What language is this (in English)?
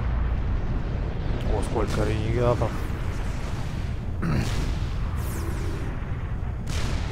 Russian